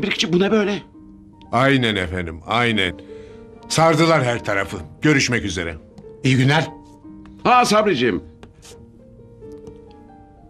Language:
Turkish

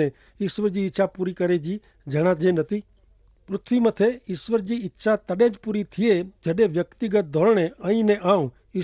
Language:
Kachhi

